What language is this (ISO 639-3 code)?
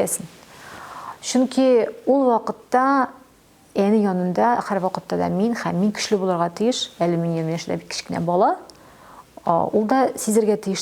tat